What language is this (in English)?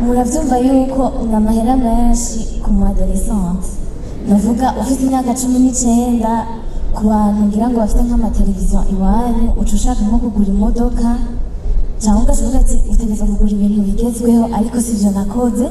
Rundi